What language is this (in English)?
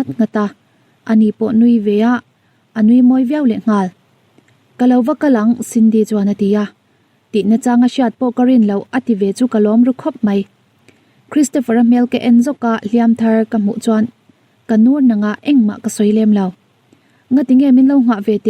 Mizo